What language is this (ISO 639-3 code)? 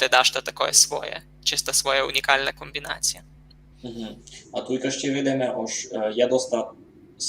rue